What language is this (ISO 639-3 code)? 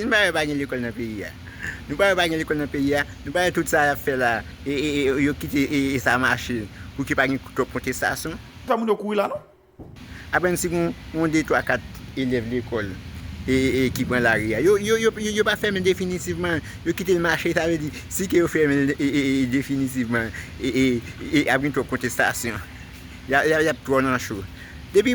hat